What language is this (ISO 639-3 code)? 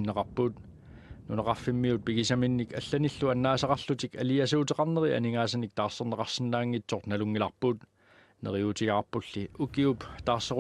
kal